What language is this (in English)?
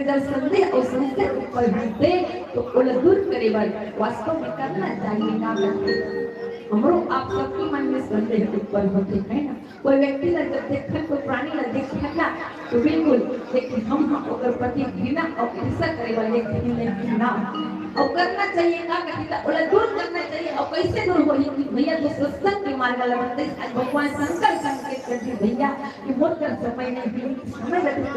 Chhattisgarhi